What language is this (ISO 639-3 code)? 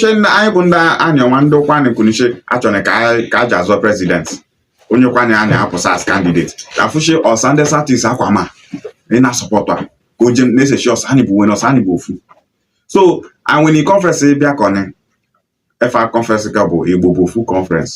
ibo